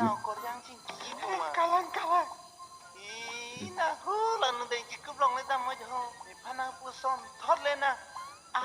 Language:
Karbi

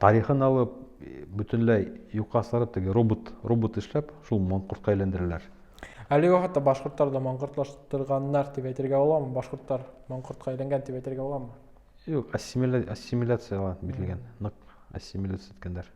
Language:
Bashkir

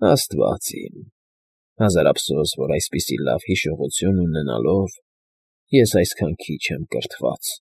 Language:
Armenian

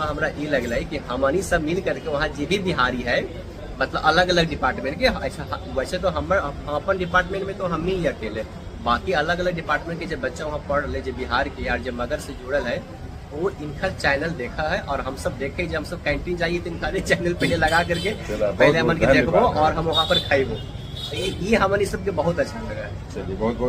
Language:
Magahi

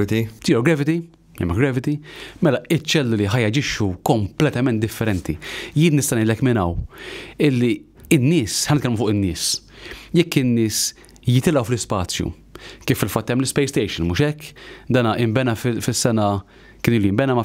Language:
Maltese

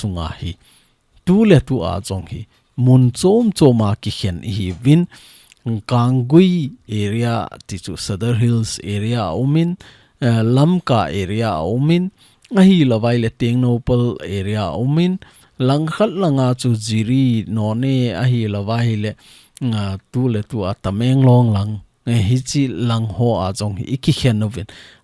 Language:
Thado Chin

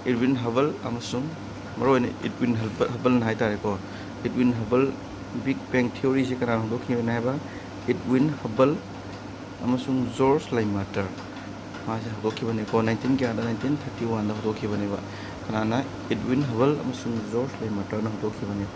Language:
Manipuri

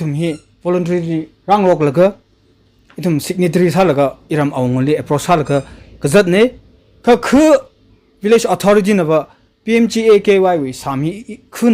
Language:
Tangkhul Naga (India)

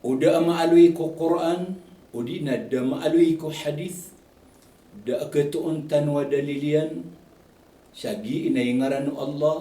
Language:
Maranao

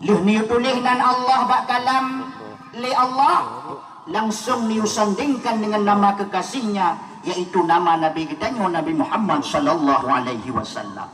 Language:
Achinese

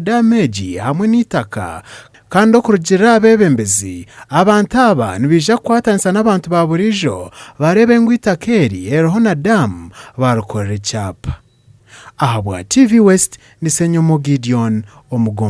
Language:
Nyankole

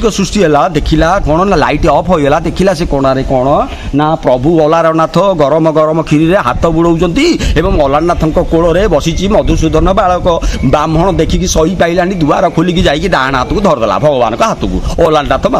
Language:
Odia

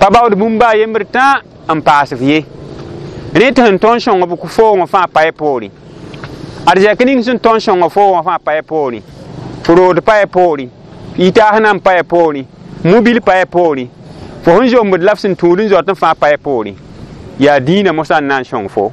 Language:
Mossi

